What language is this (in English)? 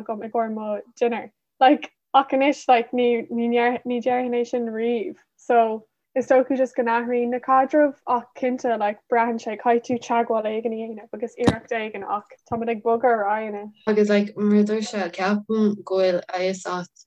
Irish